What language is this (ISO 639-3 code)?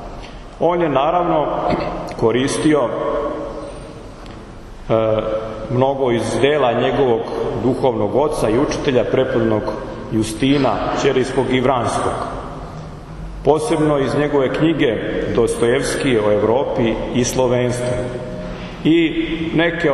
srp